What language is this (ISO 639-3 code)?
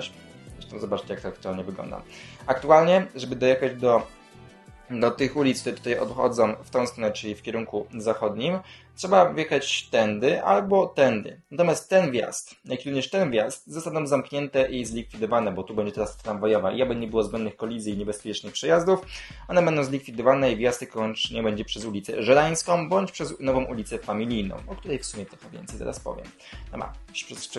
pol